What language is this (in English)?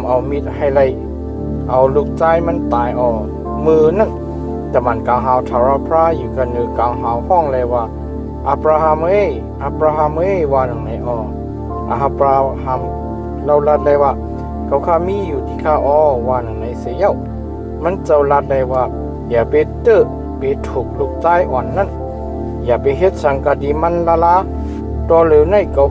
Shan